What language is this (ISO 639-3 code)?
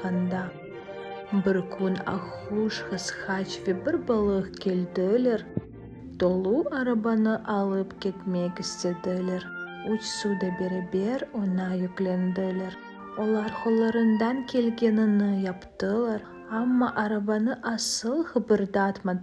crh